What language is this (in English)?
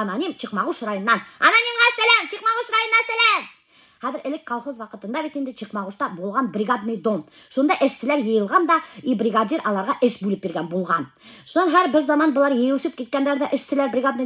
Bashkir